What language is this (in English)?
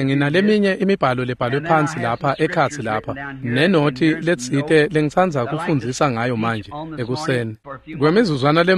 Swati